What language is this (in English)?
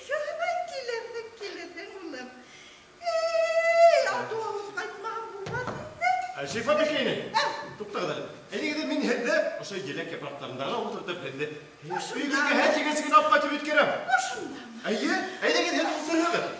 Bashkir